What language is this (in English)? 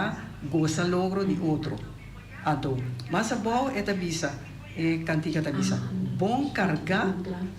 Papiamento